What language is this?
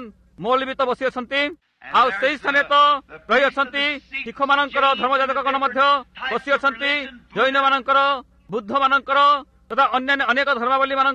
Odia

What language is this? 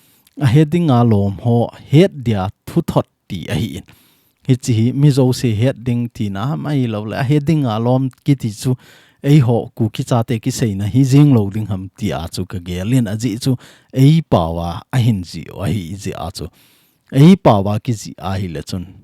Thado Chin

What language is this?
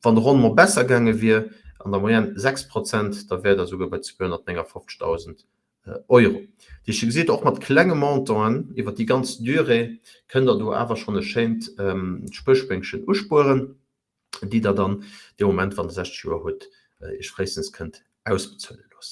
Luxembourgish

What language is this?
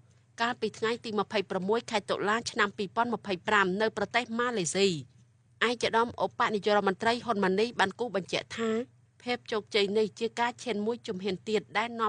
Khmer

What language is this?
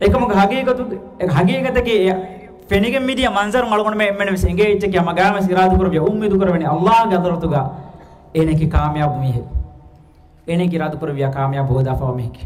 Divehi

